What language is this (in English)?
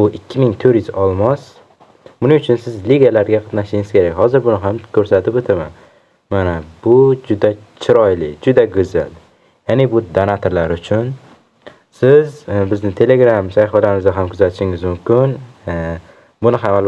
Uzbek